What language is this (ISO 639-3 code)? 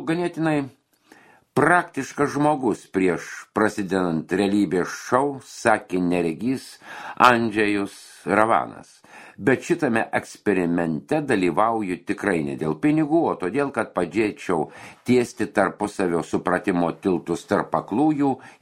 lit